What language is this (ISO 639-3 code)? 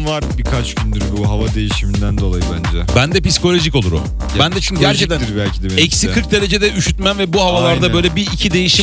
tur